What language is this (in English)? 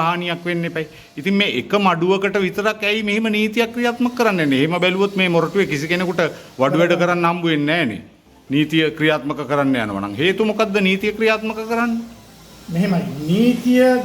Sinhala